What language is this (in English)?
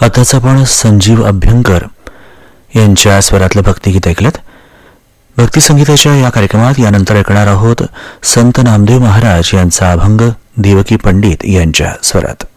Marathi